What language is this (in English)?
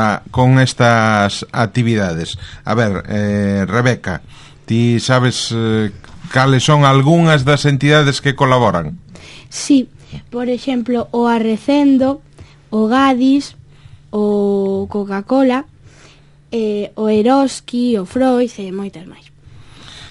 Galician